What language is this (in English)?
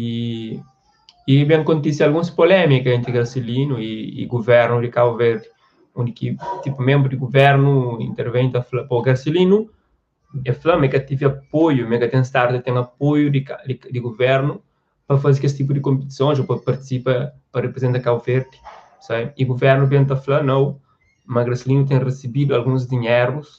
Kabuverdianu